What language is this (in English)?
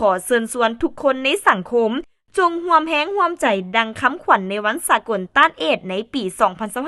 Lao